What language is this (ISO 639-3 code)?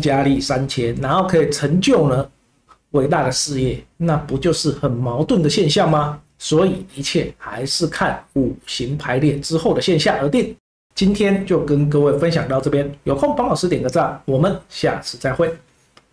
zho